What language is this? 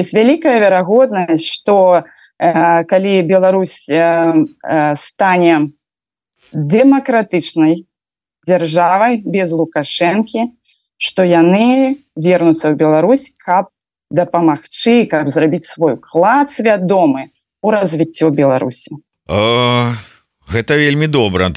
Belarusian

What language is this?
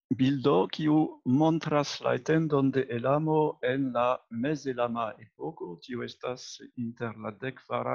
Esperanto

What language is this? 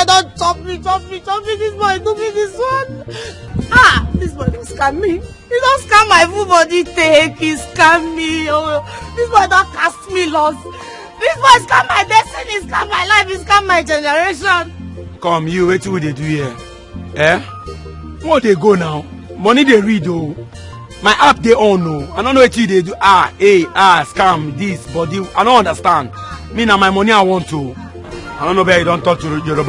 Nigerian Pidgin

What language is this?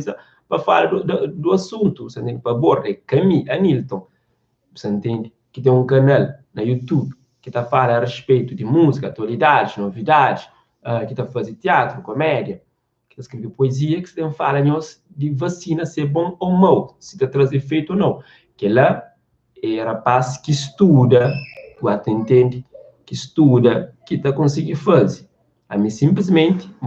Kabuverdianu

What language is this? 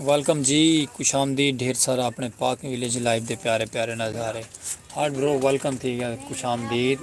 Saraiki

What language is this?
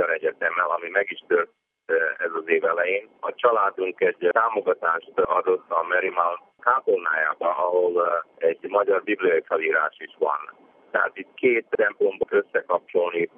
Hungarian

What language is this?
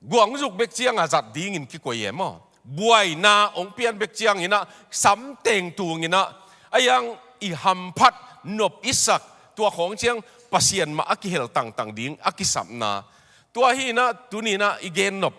Tedim Chin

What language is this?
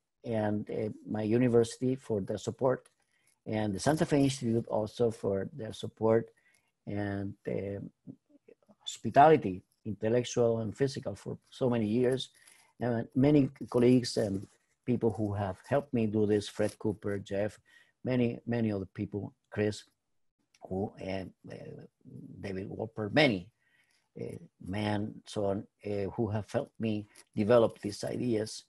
English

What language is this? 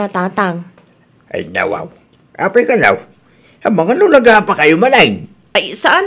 Iloko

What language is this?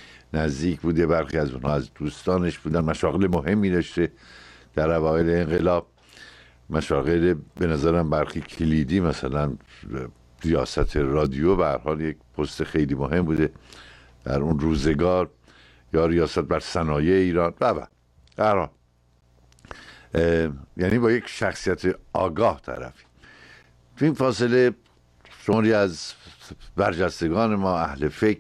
Persian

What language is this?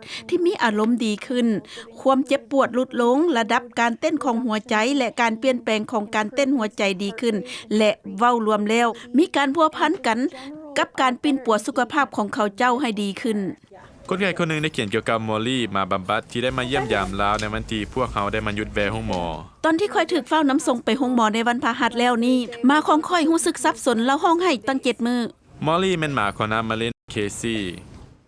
Lao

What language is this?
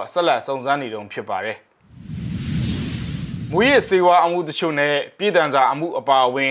Burmese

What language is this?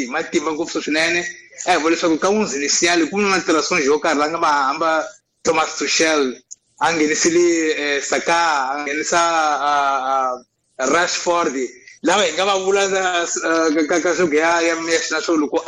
Tsonga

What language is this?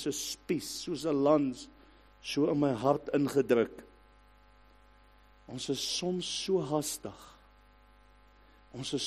Afrikaans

